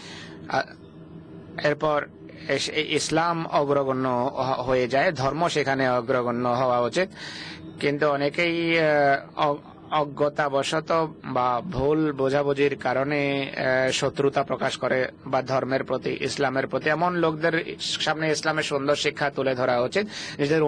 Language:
Bangla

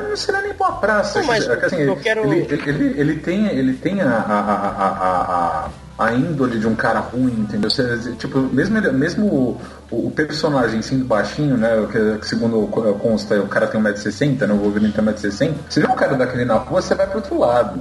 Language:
Portuguese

